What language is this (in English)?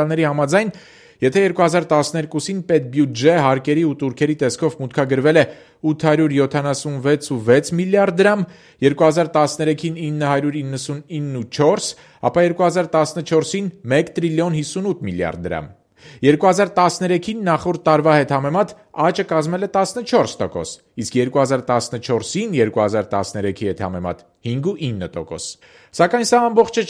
Armenian